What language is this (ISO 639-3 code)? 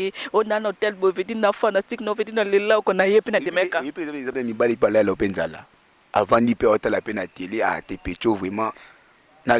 lin